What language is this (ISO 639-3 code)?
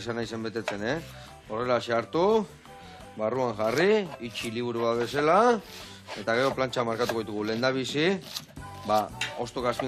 eus